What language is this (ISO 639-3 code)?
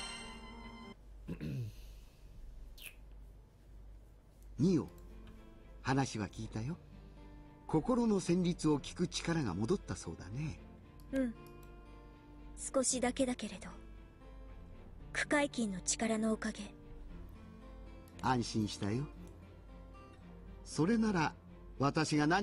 jpn